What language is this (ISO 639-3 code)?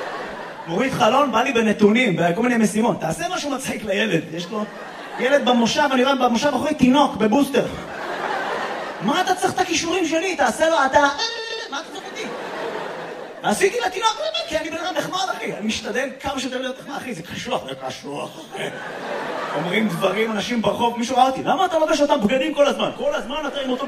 heb